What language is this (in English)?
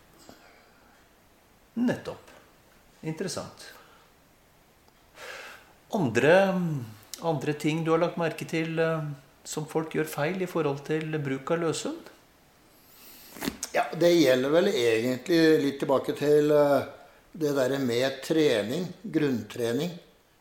Norwegian